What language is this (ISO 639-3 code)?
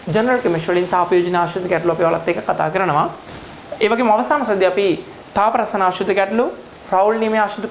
sin